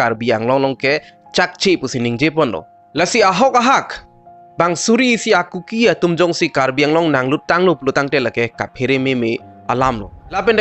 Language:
Karbi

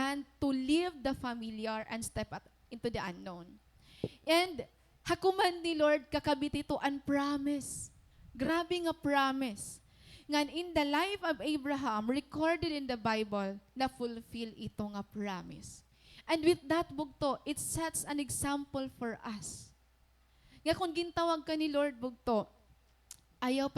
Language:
Waray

